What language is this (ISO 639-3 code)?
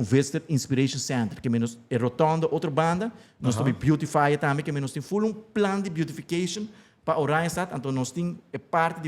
pap